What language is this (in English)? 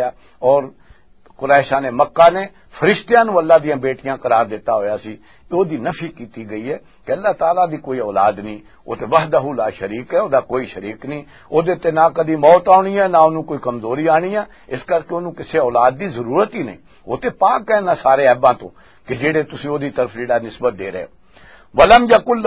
Western Panjabi